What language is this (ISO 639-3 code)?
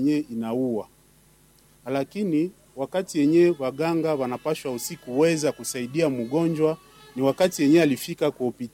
swa